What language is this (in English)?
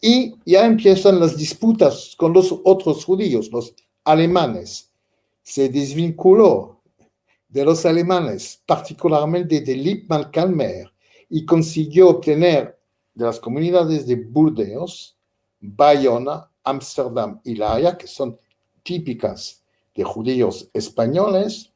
Ladino